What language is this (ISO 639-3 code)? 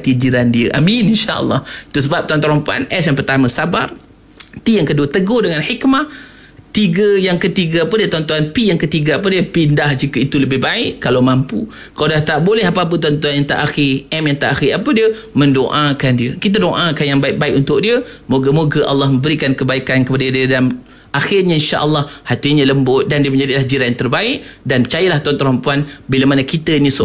msa